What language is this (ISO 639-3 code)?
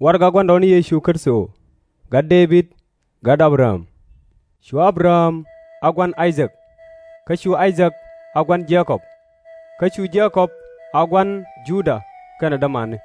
nus